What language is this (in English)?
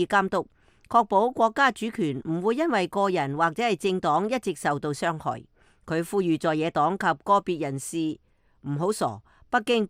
Cantonese